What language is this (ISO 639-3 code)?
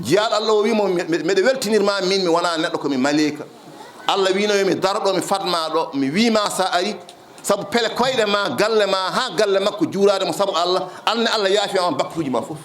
ful